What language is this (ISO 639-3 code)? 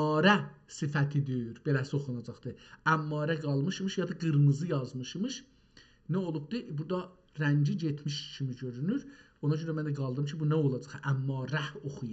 azb